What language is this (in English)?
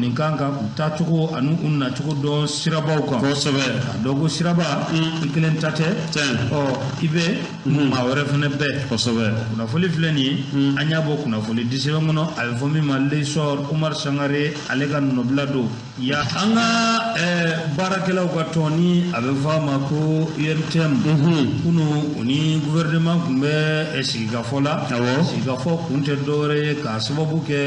Bambara